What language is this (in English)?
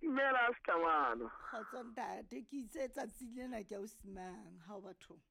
Southern Sotho